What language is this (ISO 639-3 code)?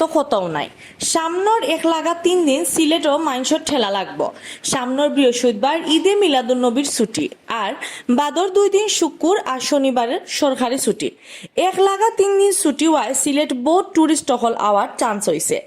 syl